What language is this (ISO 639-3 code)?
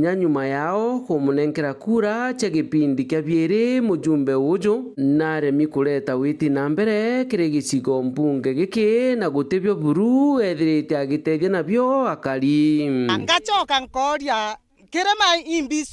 mer